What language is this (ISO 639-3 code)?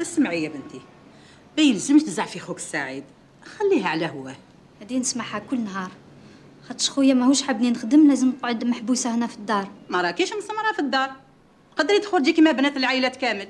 arq